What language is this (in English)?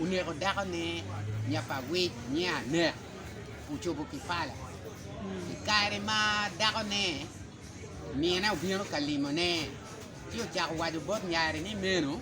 Acoli